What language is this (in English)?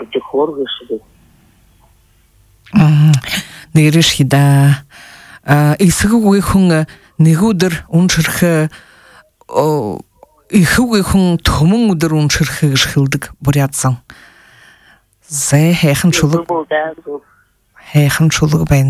Buriat